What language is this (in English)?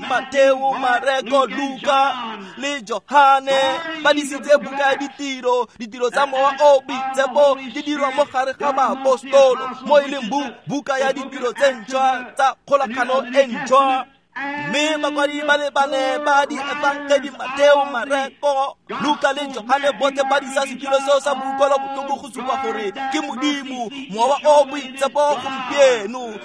Tswana